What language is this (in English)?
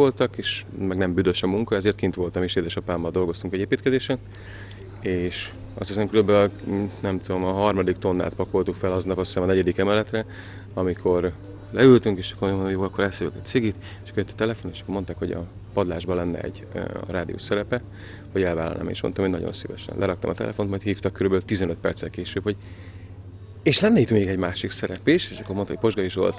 Hungarian